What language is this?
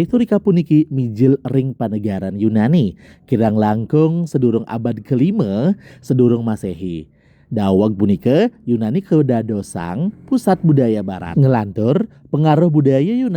Balinese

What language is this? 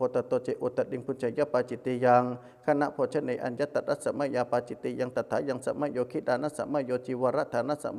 Pali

